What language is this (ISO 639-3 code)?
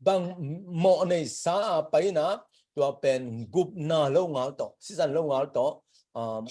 ctd